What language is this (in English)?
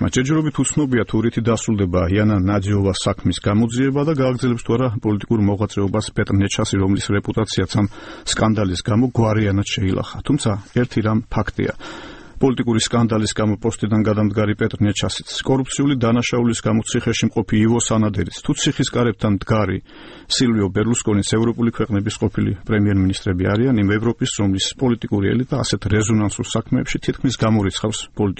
Georgian